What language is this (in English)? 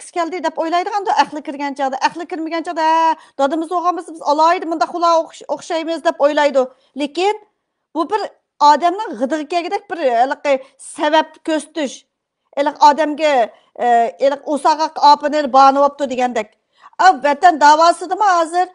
Uyghur